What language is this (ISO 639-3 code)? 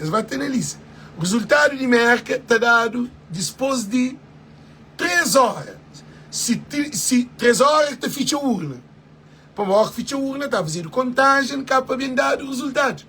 kea